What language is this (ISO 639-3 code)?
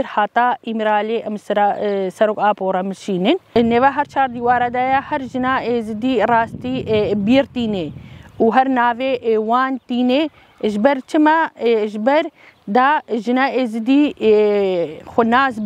kur